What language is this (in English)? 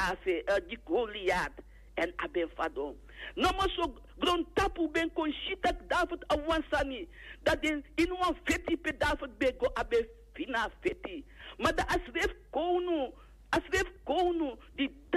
Sranan Tongo